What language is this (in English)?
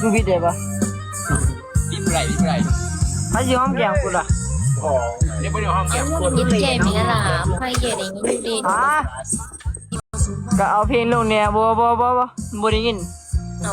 Northeastern Thai